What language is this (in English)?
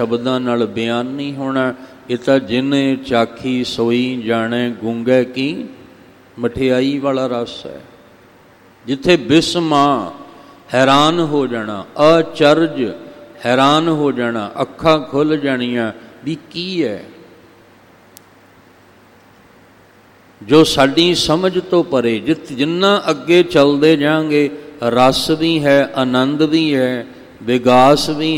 Punjabi